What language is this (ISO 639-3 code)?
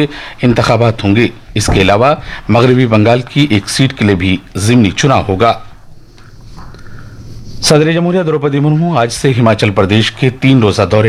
urd